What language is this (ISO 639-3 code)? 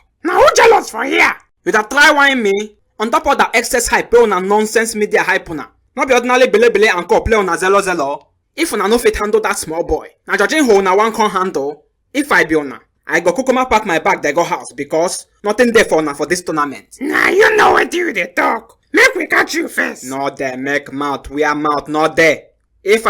pcm